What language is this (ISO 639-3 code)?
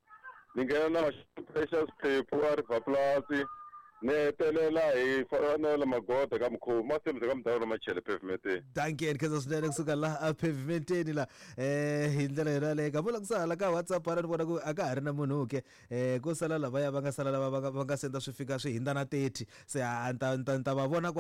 tso